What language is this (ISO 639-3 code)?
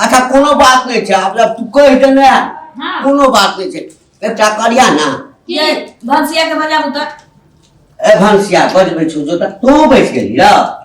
mai